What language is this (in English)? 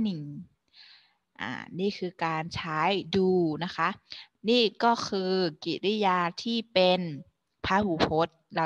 Thai